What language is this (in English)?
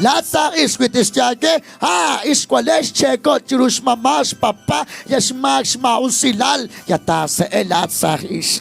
Kekchí